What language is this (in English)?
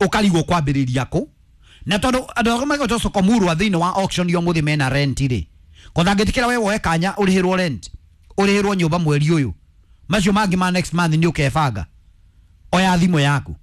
Kikuyu